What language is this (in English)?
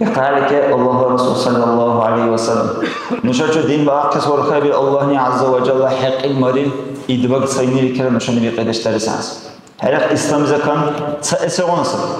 Dargwa